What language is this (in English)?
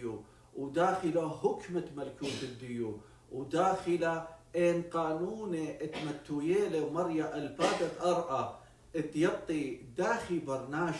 Assyrian Neo-Aramaic